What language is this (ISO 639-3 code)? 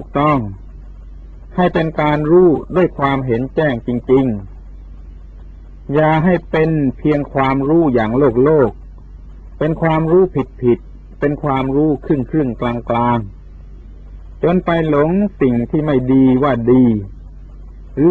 tha